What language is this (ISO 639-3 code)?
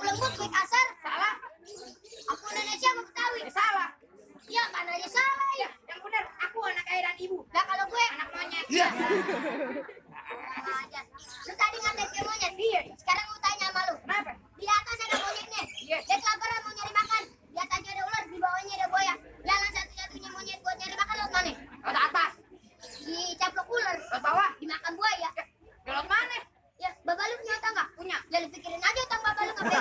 bew